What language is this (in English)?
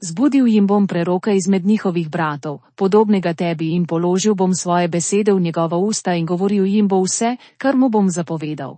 Slovenian